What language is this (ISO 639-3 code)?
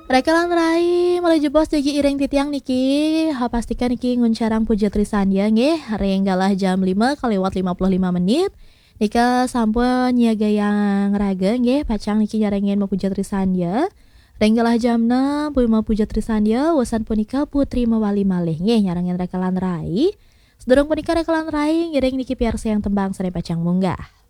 ban